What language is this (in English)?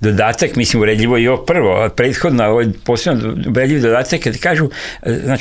Serbian